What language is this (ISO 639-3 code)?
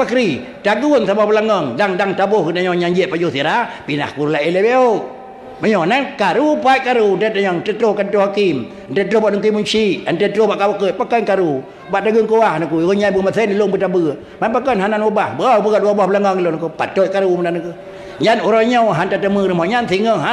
ace